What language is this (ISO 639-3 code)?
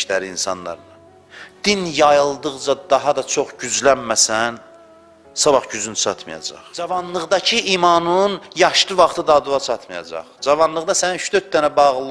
aze